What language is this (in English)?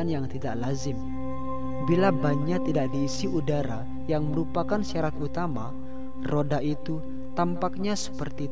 Indonesian